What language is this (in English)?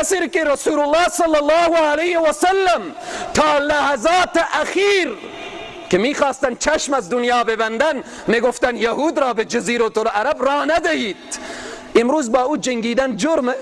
Persian